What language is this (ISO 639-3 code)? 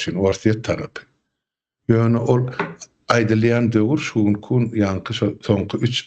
tuk